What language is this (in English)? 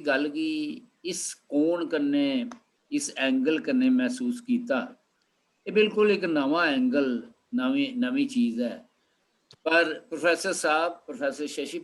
Dogri